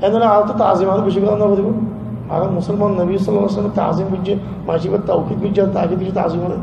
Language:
Rohingya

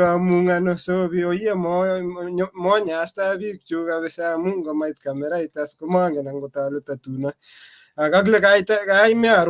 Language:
Kalenjin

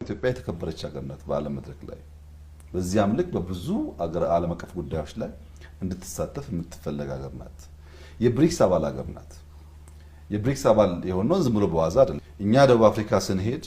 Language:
Amharic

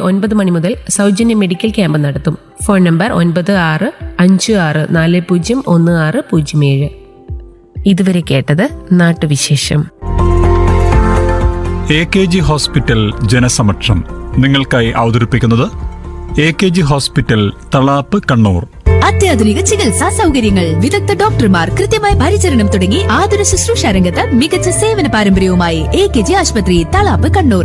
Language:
Malayalam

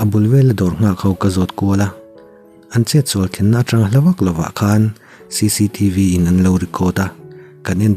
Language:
Mizo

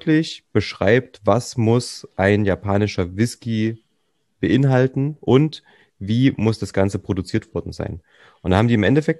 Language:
German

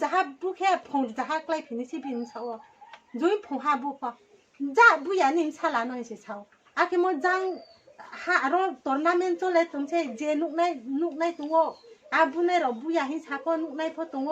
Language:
Riang (India)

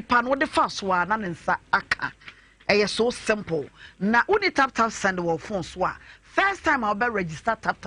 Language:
Akan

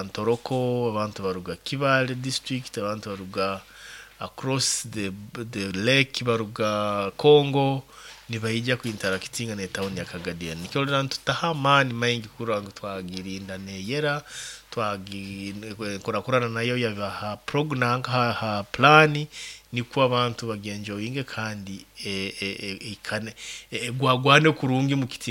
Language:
Nyoro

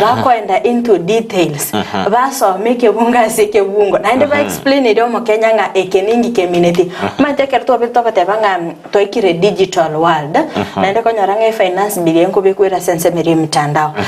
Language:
Gusii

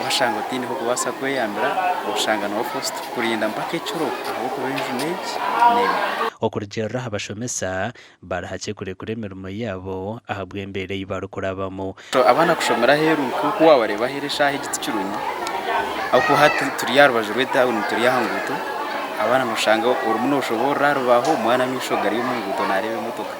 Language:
Nyankole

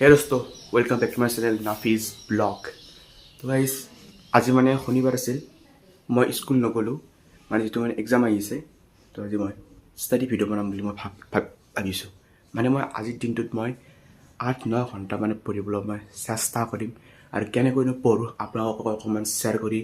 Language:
Assamese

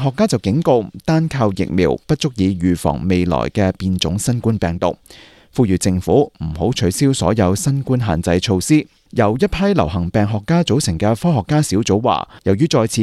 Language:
Cantonese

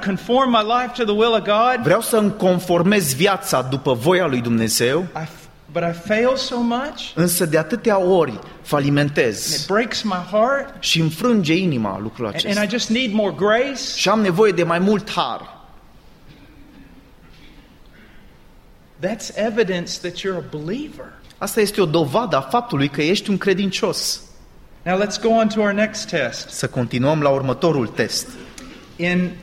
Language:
Romanian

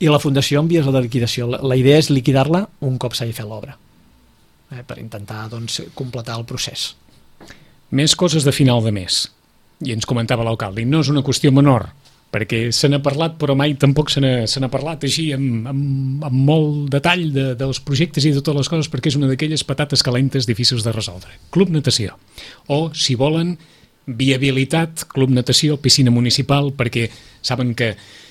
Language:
Catalan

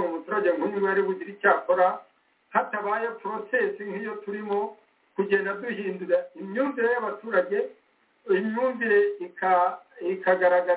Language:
Kinyarwanda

